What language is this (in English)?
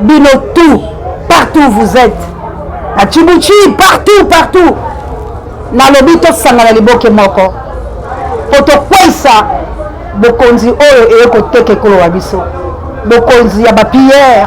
Lingala